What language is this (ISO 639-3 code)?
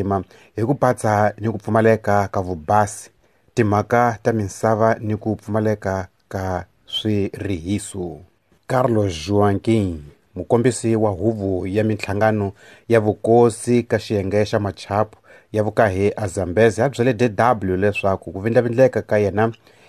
tso